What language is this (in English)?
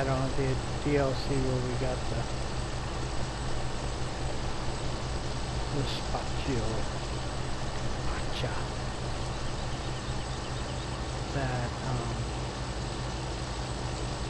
English